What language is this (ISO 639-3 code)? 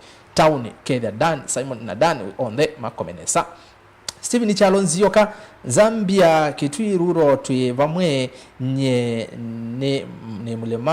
kam